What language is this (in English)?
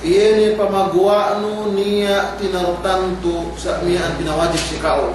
Yakan